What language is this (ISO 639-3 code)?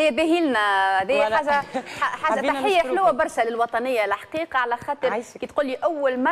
aeb